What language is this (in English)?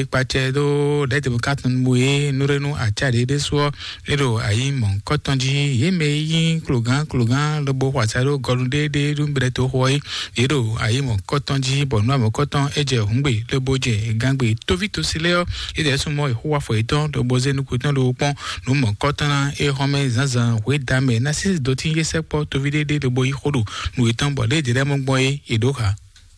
Fon